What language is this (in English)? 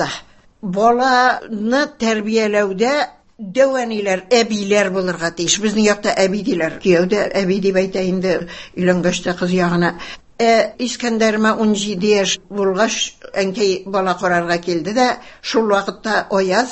Tatar